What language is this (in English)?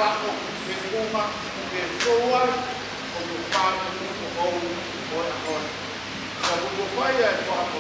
Tongan